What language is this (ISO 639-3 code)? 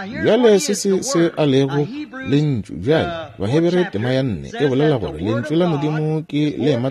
nso